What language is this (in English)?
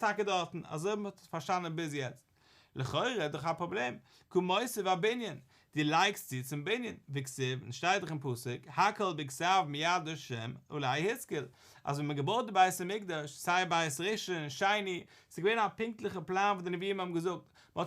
Yiddish